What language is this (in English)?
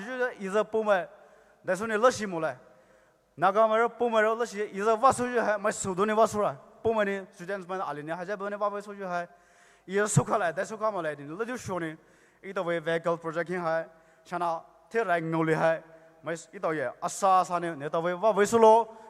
Poumei Naga